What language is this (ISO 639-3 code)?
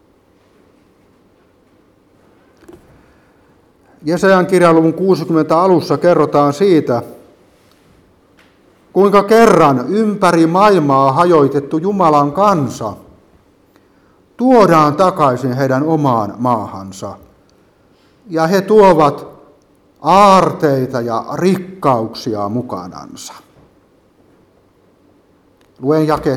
fin